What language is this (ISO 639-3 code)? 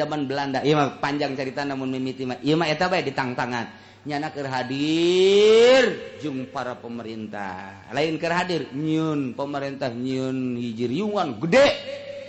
sun